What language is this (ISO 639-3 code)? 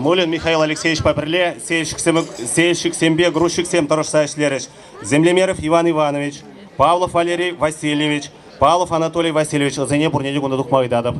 chv